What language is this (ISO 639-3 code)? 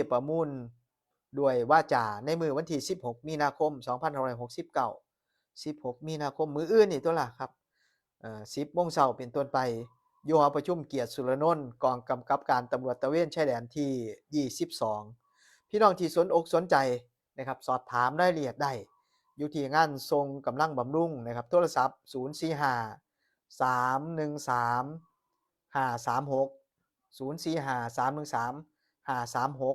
tts